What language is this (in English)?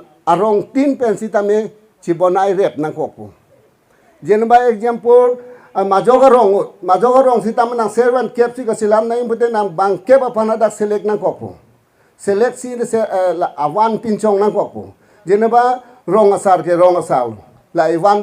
Karbi